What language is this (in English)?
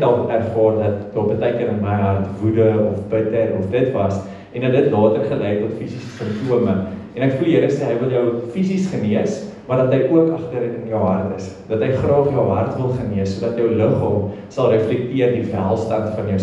Afrikaans